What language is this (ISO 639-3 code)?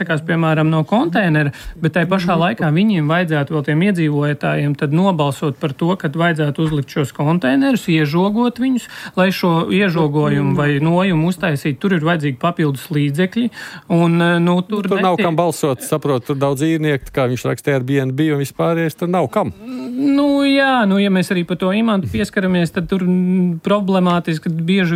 lav